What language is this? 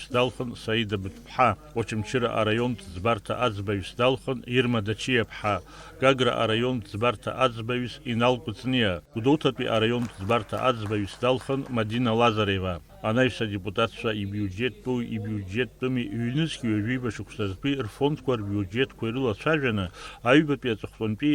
Abkhazian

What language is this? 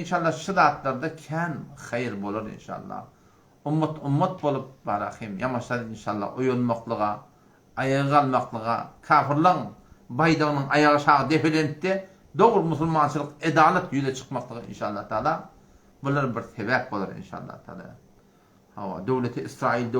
Turkmen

